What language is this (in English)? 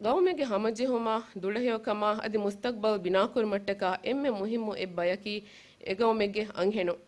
Divehi